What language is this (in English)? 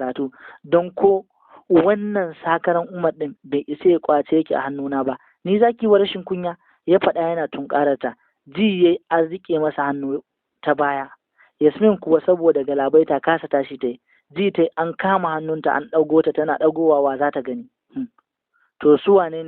Hausa